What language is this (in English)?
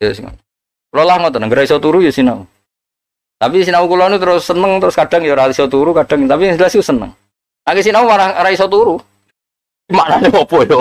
Javanese